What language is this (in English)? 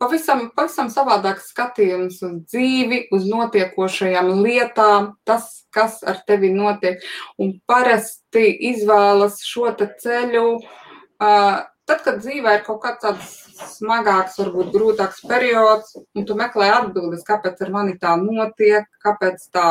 Latvian